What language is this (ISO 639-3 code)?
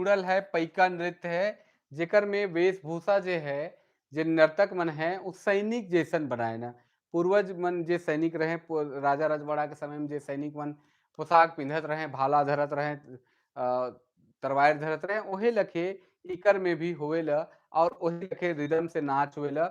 sck